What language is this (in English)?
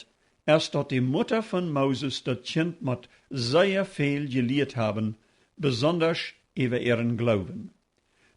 Plautdietsch